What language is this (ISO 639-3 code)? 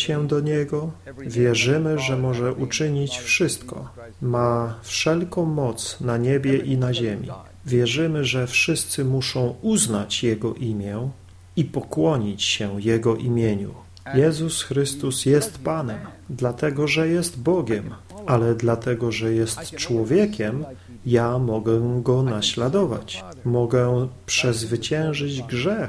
pol